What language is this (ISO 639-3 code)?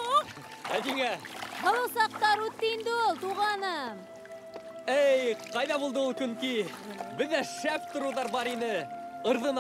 bak